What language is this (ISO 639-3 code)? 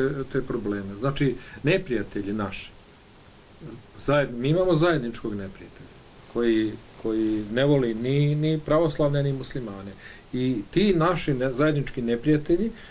bos